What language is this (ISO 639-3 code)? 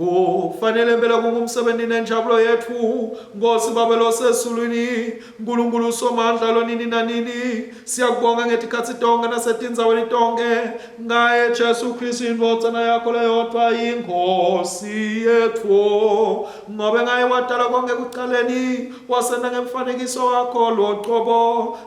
ssw